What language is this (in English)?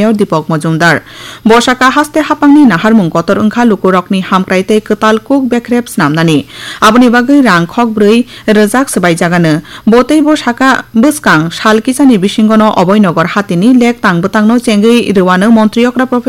Kok Borok